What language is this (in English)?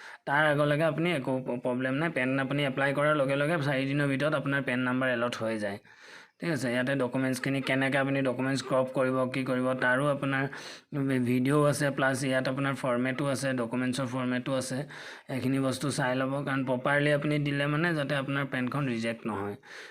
Assamese